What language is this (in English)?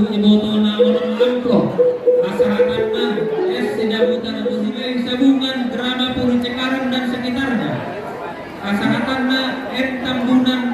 Batak Toba